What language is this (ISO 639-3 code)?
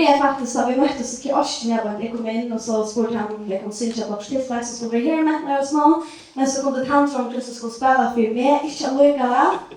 fao